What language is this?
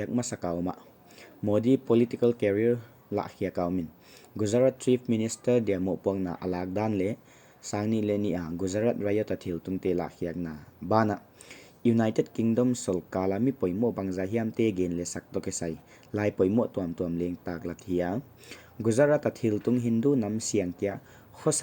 Paite Chin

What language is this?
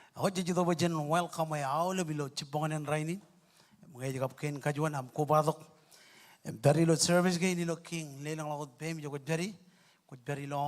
Marshallese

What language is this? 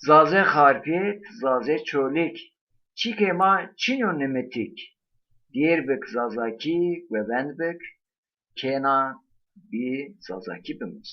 Zaza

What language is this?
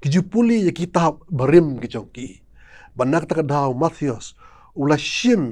Khasi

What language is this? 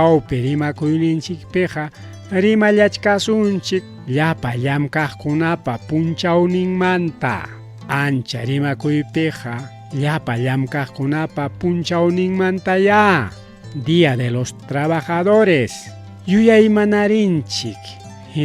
Ayacucho Quechua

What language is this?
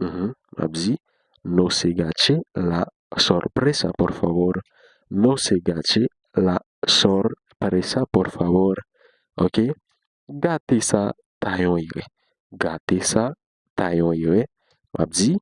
Haitian Creole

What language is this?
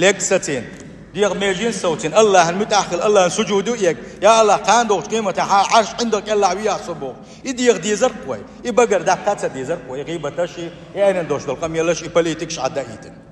Chechen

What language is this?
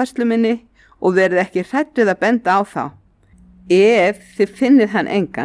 Icelandic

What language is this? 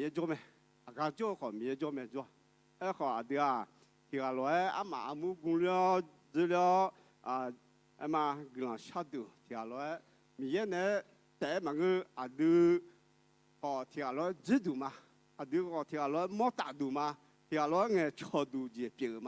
Akha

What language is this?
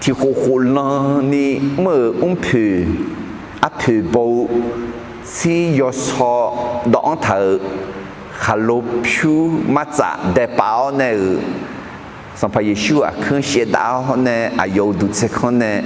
Akha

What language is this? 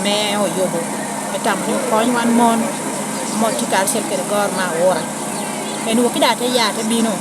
Lango (Uganda)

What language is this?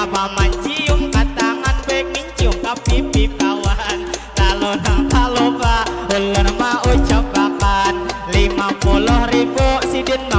Banjar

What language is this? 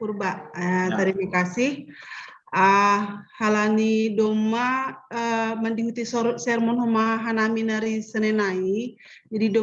Batak Simalungun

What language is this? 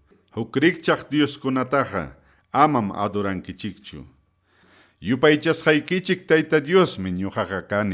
Ayacucho Quechua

